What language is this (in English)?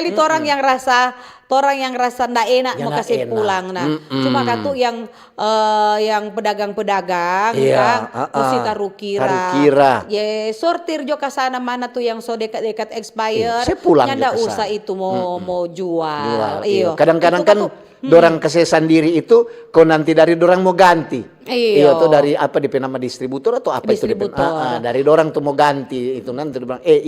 Manado Malay